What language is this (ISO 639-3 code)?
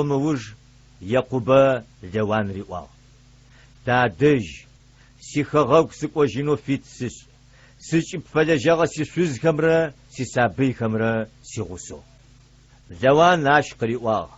ady